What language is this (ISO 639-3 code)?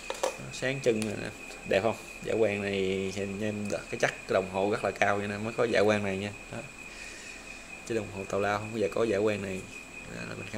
vie